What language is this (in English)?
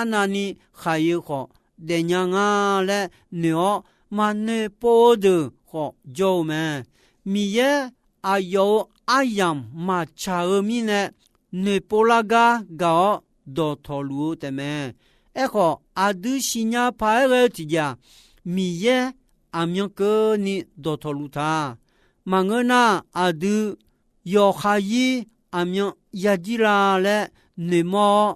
Akha